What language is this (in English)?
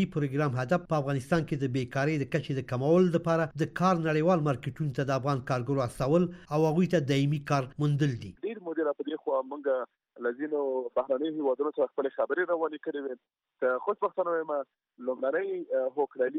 Pashto